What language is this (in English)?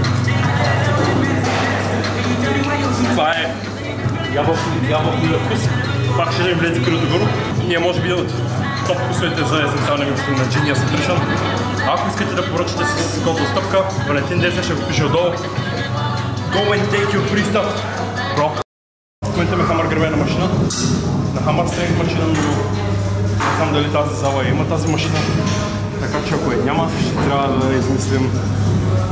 Bulgarian